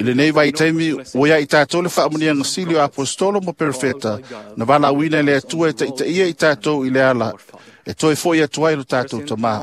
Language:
Samoan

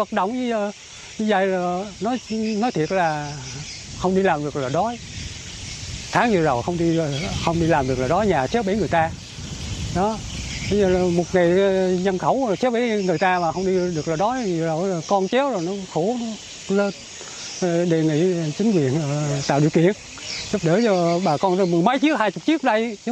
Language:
Vietnamese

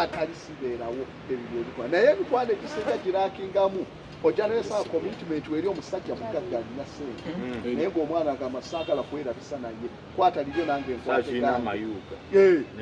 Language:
Ganda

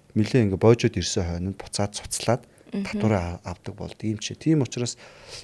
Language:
Mongolian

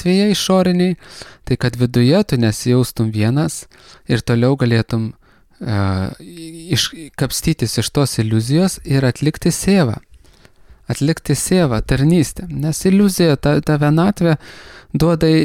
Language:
Lithuanian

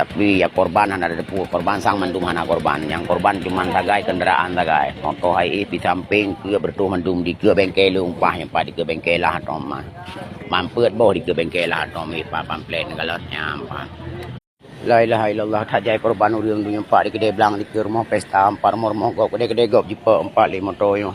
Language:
Achinese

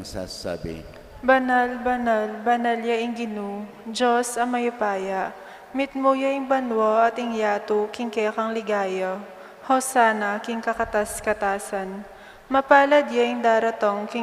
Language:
Pampanga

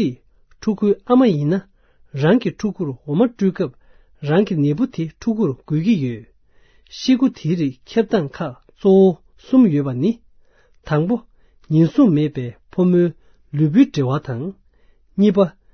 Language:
Tibetan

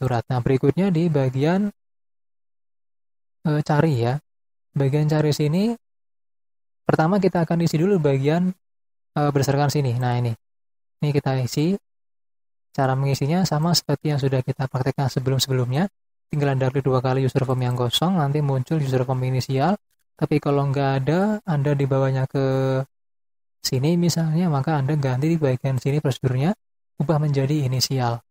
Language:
Indonesian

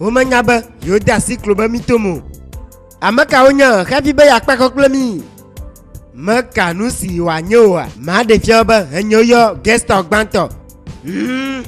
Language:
Ewe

